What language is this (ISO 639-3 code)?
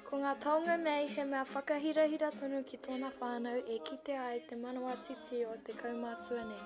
mri